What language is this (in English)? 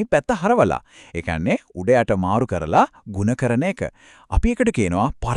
Sinhala